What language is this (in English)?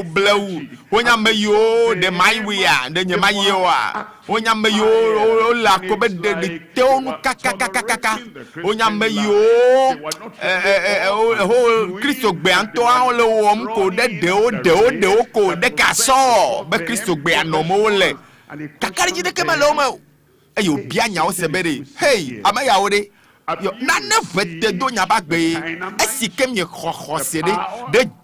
Ewe